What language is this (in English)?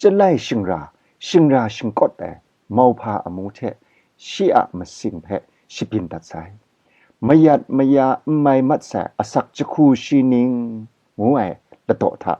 Kachin